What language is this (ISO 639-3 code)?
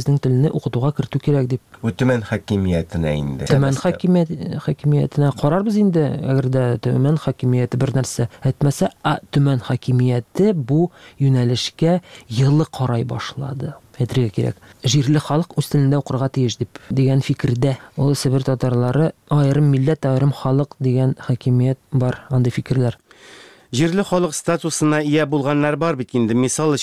tat